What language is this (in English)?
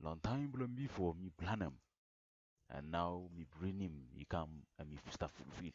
Bislama